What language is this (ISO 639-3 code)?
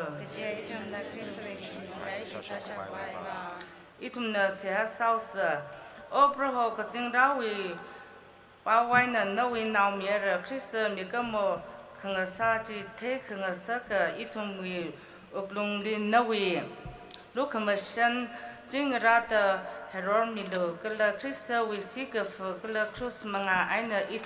nmf